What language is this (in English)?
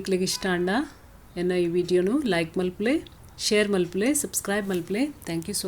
Tulu